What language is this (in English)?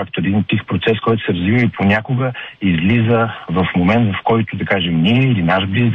Bulgarian